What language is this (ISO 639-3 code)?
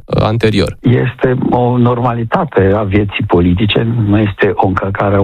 ron